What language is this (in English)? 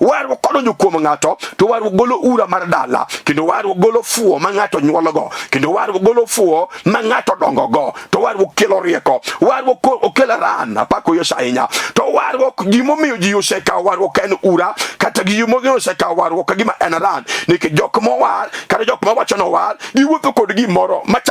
Luo (Kenya and Tanzania)